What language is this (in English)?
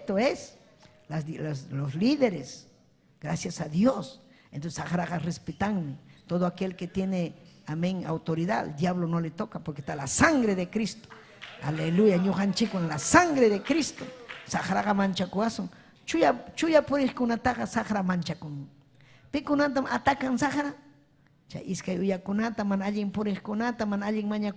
Ayacucho Quechua